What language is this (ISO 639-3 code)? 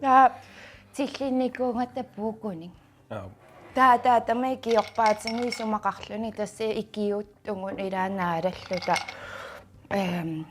kal